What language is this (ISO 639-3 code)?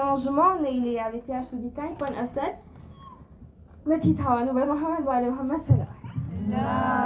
guj